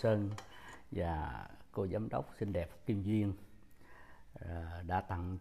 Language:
Vietnamese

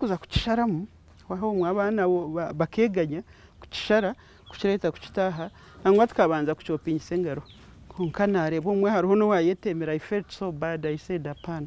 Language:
Nyankole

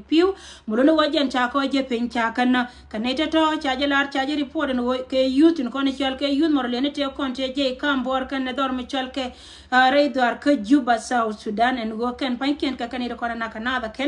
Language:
Nuer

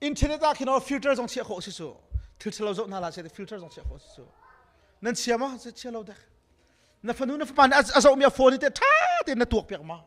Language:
Hakha Chin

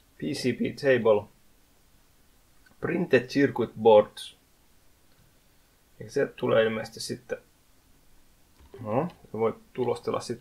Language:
Finnish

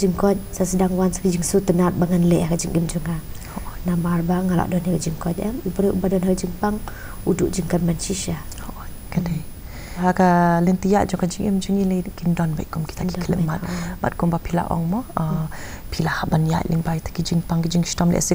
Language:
Khasi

